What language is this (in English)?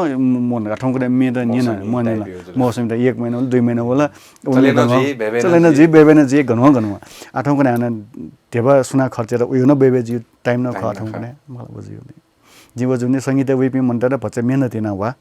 Newari